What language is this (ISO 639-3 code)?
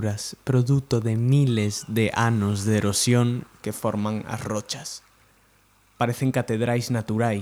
glg